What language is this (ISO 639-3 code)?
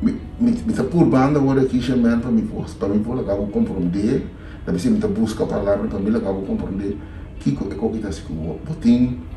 pap